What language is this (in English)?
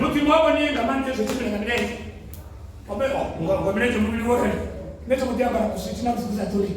Venda